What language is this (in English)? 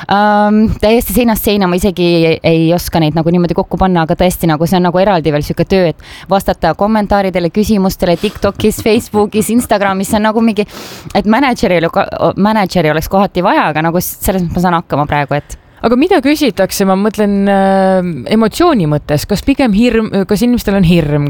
Estonian